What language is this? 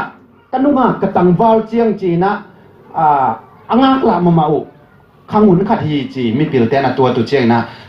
Tedim Chin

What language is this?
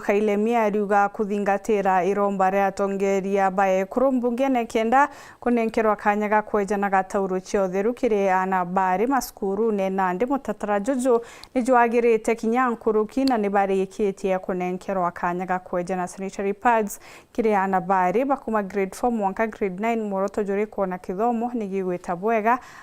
Meru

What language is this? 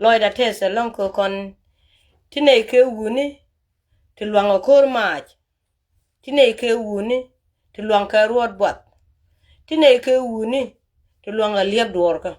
Nuer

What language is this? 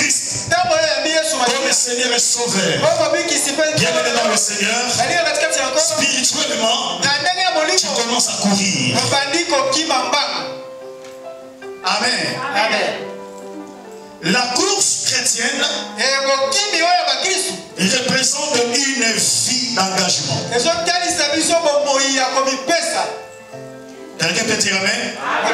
French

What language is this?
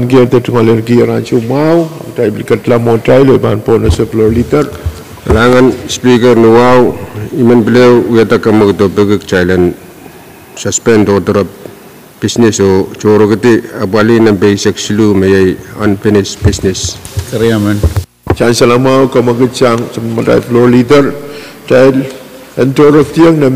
Pohnpeian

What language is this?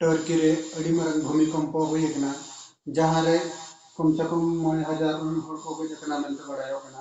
Santali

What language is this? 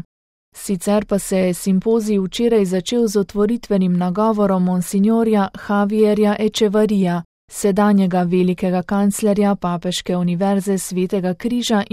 Slovenian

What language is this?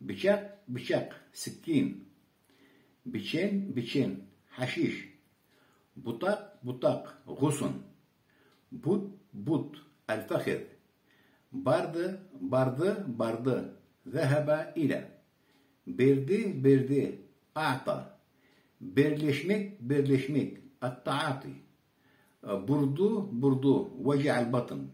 Karachay-Balkar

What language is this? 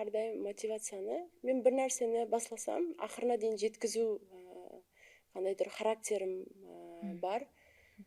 Kara-Kalpak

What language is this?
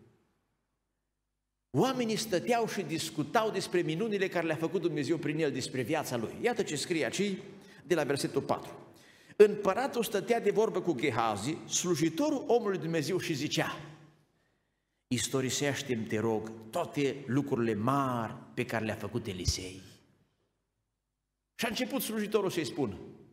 Romanian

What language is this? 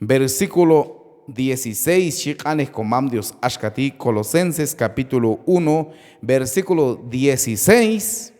Q'anjob'al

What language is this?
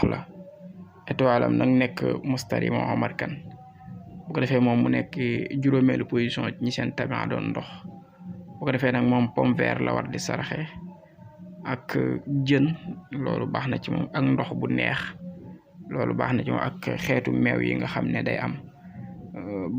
Wolof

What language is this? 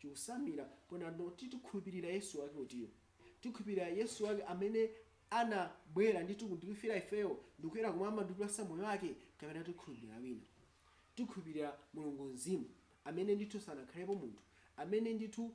Nyanja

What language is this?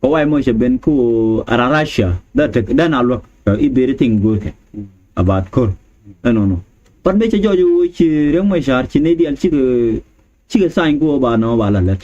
Nuer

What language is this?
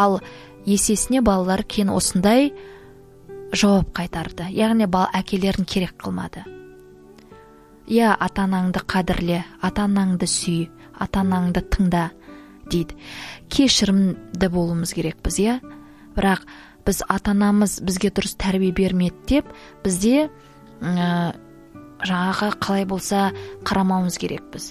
Kazakh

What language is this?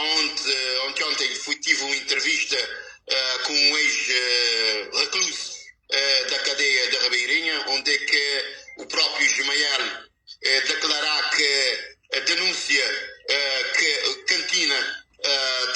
Kabuverdianu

